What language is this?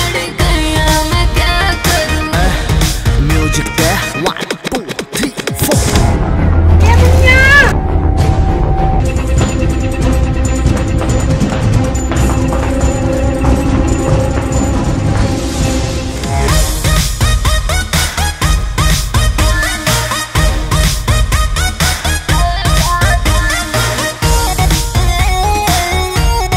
Bhojpuri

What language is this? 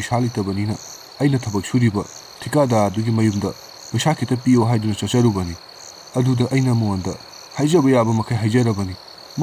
Manipuri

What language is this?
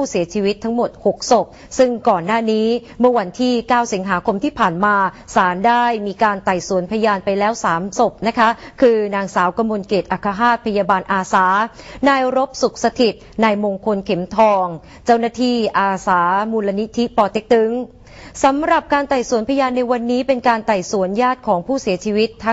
Thai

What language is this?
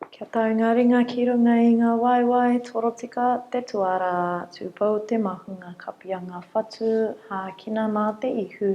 Māori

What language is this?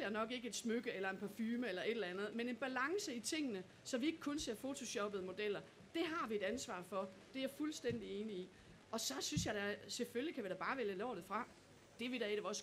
Danish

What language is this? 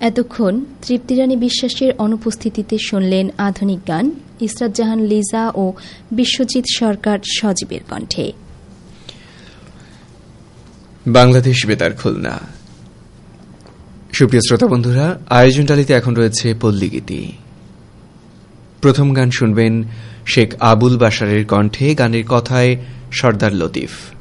Bangla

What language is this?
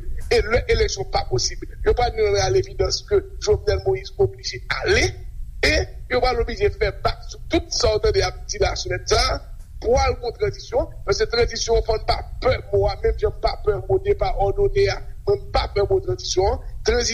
Haitian Creole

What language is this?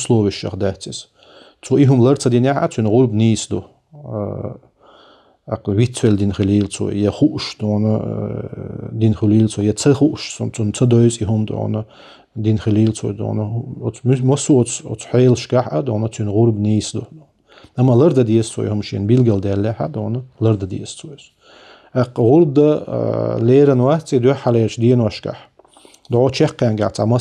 Chechen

